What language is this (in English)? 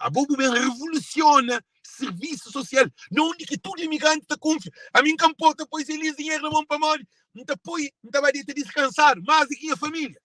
Kabuverdianu